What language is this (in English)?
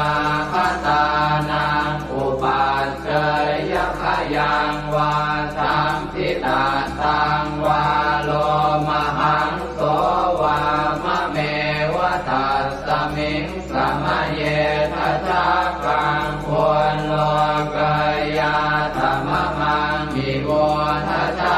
Pali